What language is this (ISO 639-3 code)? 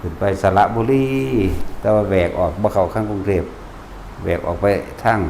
lao